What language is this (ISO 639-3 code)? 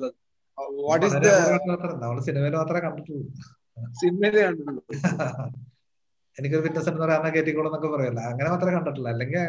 mal